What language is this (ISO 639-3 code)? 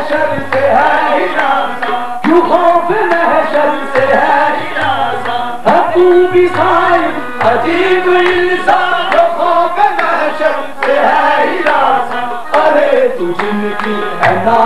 urd